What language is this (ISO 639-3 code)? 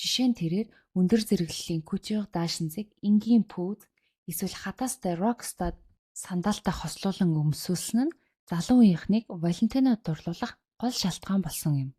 mon